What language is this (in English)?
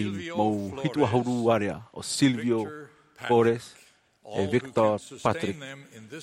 Tahitian